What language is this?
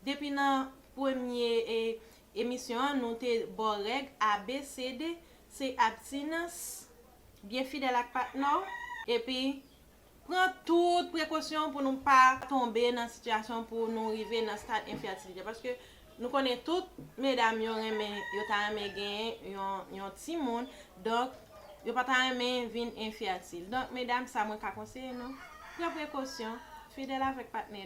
Haitian Creole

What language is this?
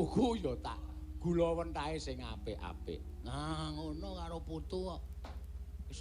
Javanese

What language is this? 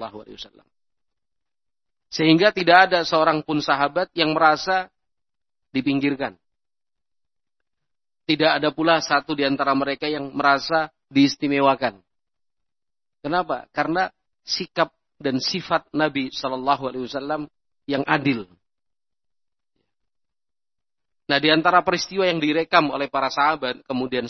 Indonesian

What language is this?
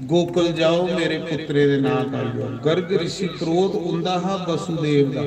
Dogri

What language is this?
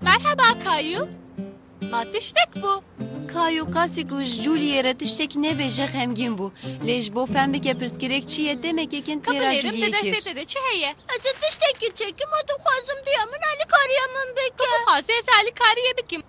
Kurdish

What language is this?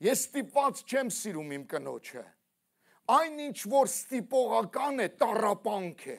Armenian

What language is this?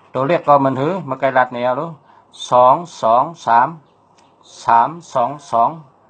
Shan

